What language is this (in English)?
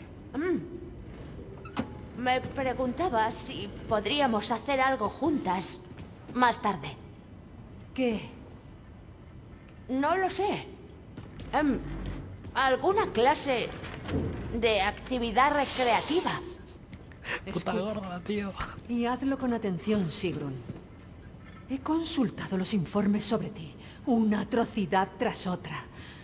Spanish